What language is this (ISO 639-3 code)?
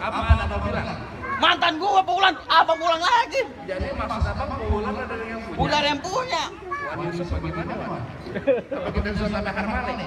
bew